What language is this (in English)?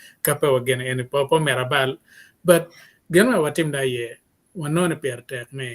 Acoli